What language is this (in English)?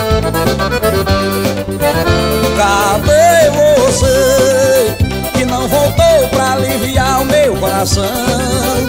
Portuguese